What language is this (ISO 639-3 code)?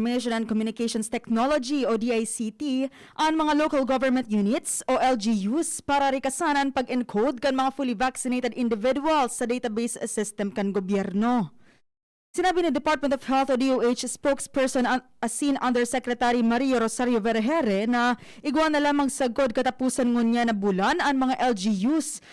bik